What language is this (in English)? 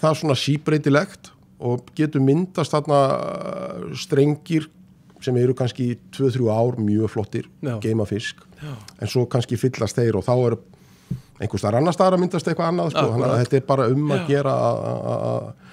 Icelandic